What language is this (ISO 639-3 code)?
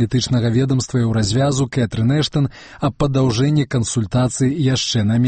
bel